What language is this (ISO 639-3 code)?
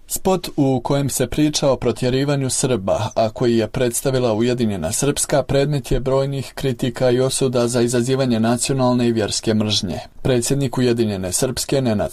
bos